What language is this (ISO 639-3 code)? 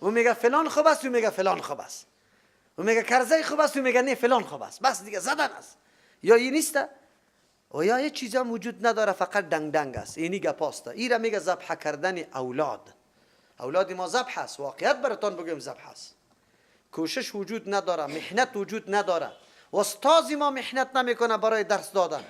fas